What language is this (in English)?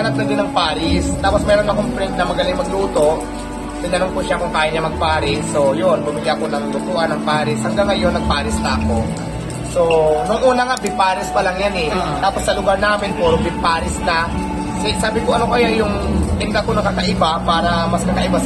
Filipino